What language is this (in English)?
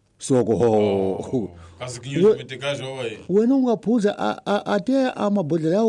Tsonga